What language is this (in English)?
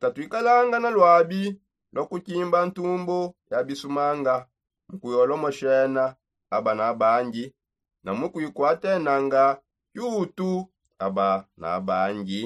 Songe